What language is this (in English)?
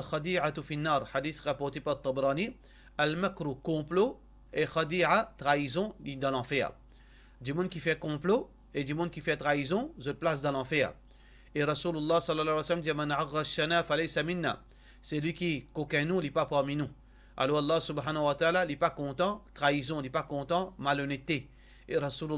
Morisyen